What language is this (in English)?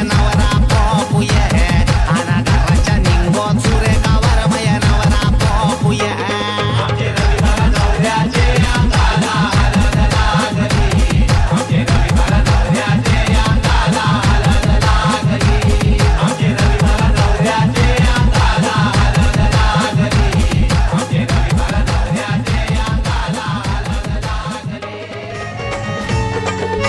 Marathi